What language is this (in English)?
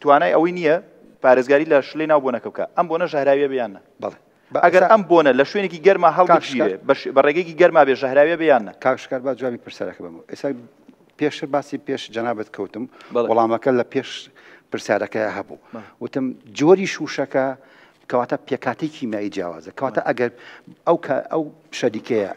Central Kurdish